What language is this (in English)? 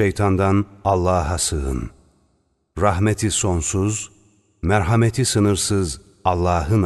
Turkish